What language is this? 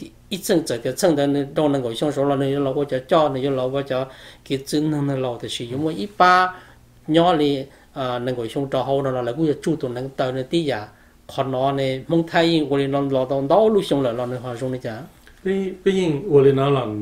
Hmong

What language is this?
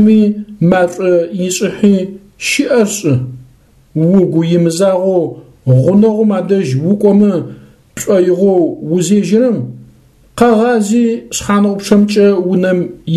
Adyghe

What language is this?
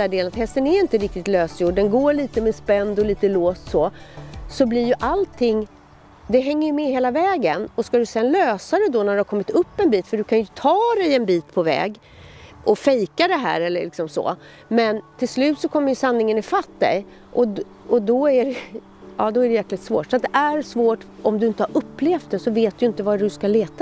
Swedish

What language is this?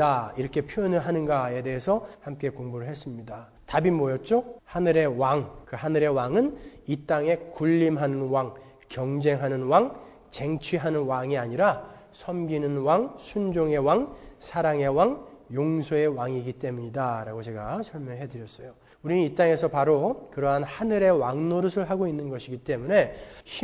Korean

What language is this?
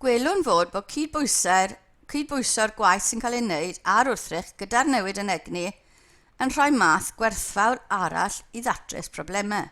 Welsh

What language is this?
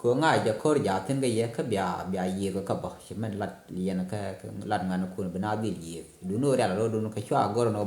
Nuer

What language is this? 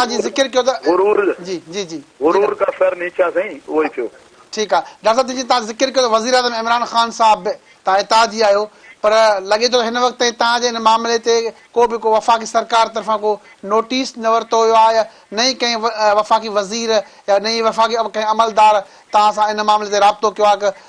Sindhi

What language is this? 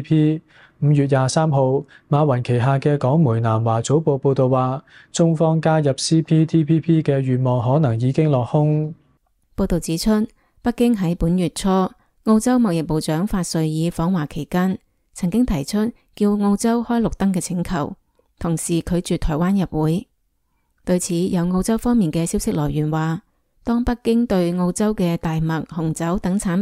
Cantonese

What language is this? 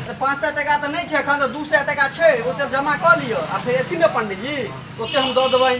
Maithili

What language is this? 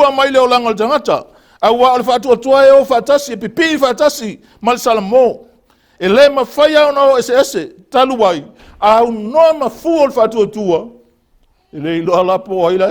Samoan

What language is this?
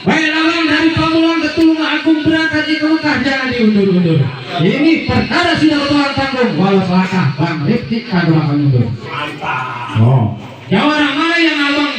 Betawi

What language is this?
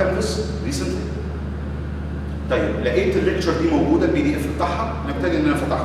Egyptian Arabic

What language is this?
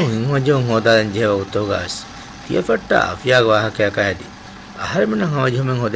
Divehi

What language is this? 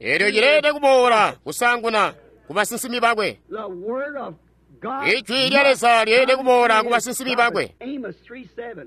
Tonga (Zambia)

